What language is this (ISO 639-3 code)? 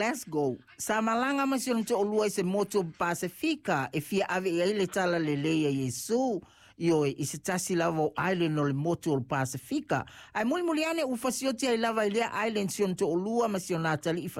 smo